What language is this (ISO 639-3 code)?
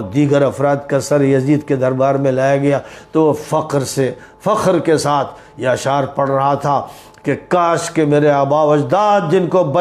urd